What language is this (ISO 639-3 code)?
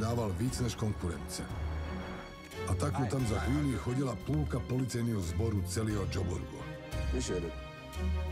ces